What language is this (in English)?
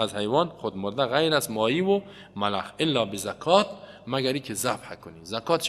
Persian